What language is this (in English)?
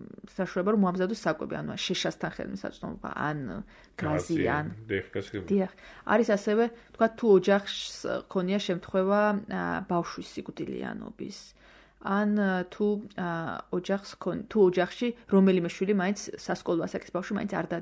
Georgian